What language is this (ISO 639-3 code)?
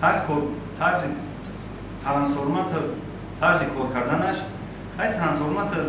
tgk